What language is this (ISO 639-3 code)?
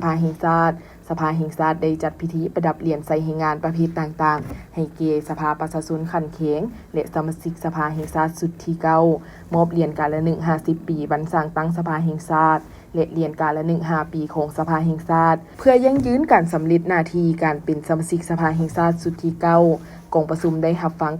lao